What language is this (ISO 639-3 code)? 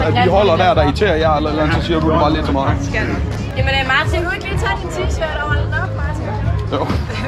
dan